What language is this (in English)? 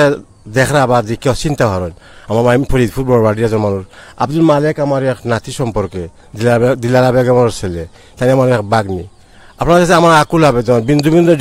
Sylheti